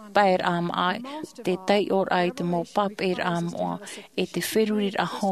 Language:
Tahitian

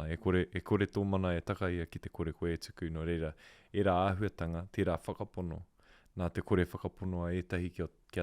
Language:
Māori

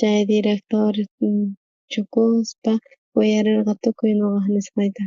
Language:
South Bolivian Quechua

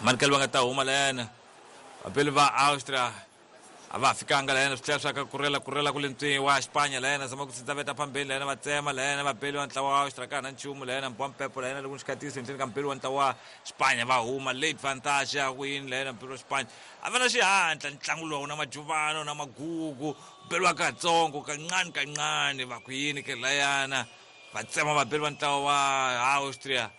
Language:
Tsonga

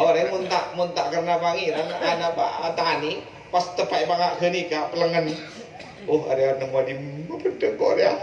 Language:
Madurese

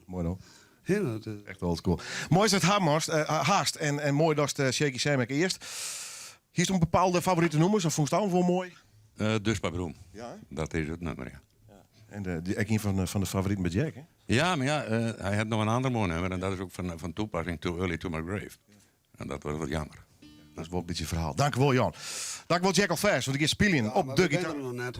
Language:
Western Frisian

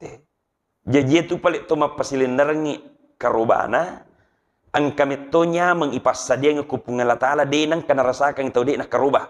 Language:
Buginese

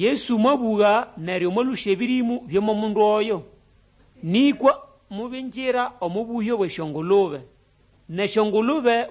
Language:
Nande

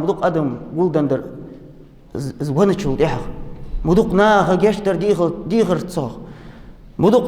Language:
Ingush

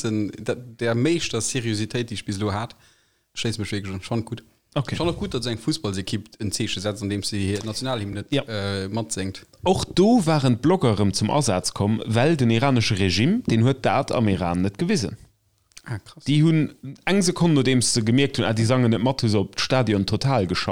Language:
Luxembourgish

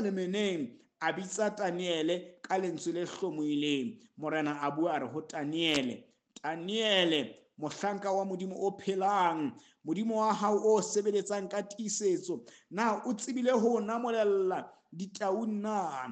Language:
Southern Sotho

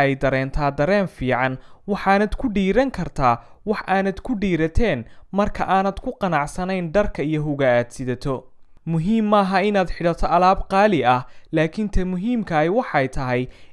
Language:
Somali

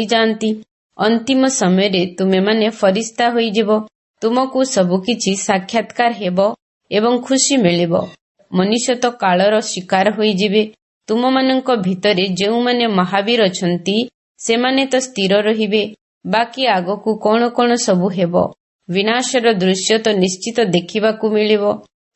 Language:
Odia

